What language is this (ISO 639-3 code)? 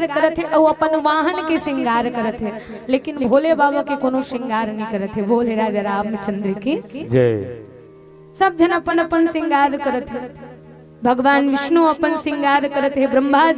hne